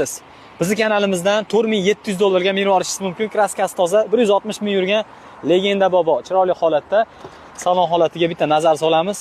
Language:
Uzbek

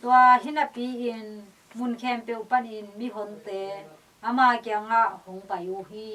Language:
Tedim Chin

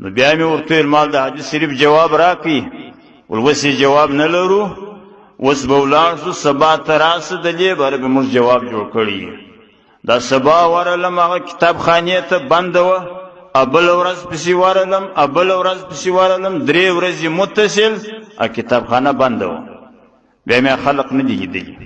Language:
Pashto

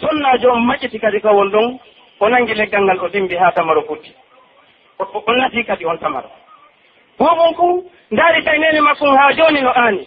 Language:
Pular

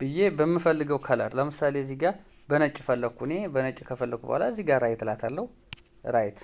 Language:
Amharic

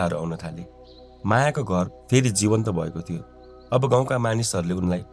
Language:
Nepali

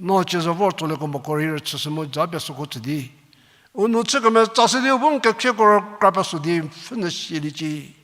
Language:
Angami Naga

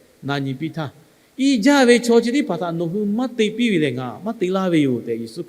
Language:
Lahu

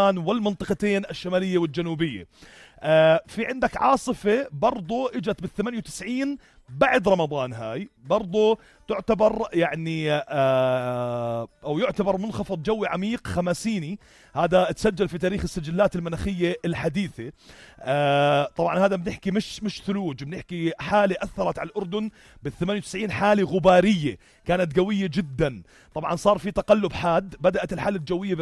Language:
North Levantine Arabic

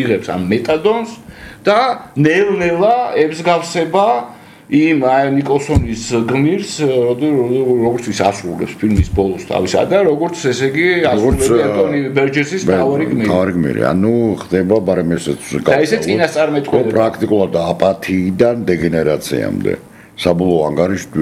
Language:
Georgian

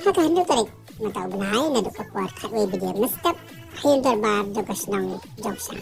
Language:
Khasi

